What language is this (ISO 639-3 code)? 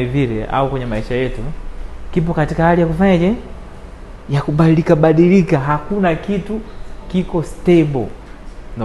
swa